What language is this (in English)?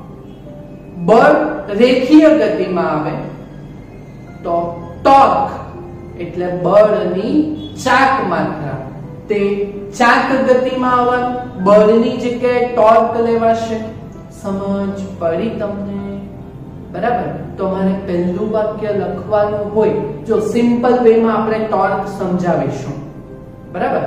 Gujarati